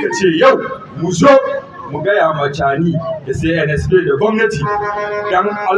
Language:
Hausa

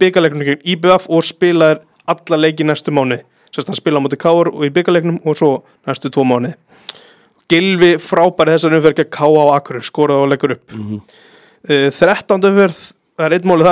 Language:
Icelandic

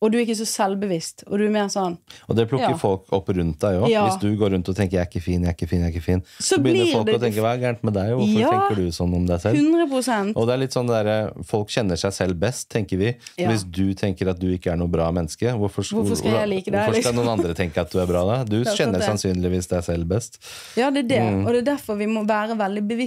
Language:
Norwegian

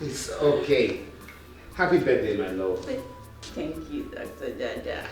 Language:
Nigerian Pidgin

